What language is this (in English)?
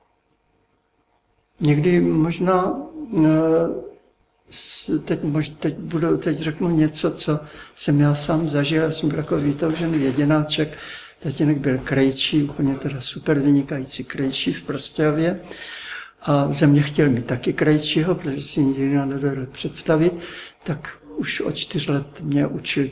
Czech